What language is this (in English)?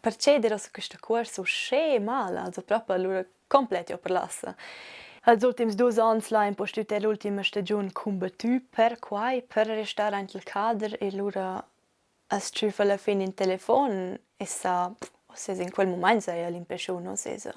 Romansh